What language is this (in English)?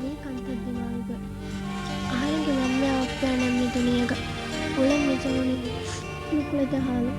Divehi